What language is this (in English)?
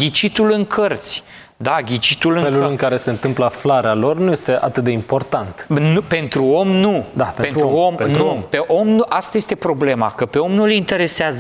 Romanian